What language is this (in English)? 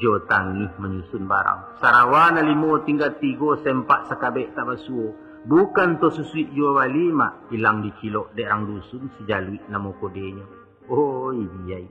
Minangkabau